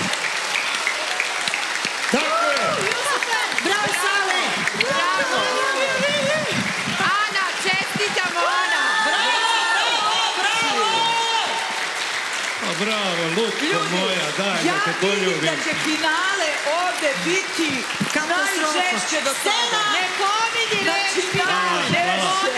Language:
Serbian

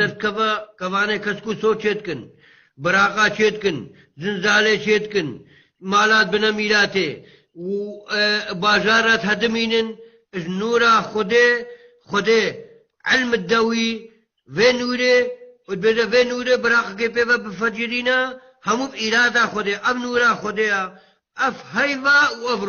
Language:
Kurdish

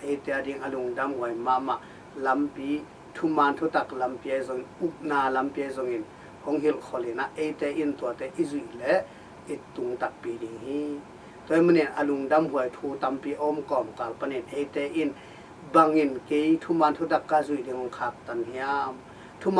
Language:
Tedim Chin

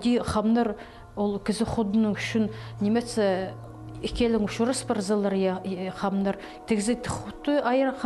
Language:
Khakas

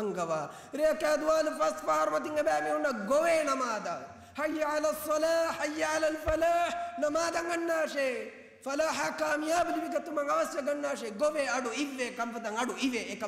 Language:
Divehi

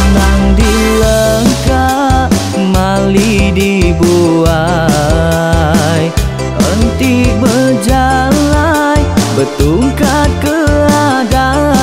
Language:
Iban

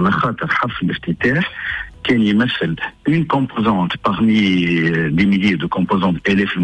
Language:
Tunisian Arabic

